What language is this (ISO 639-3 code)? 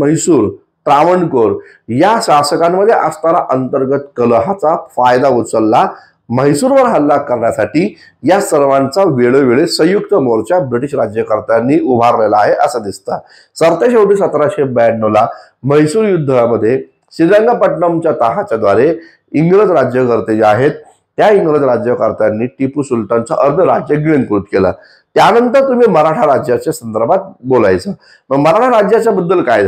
mar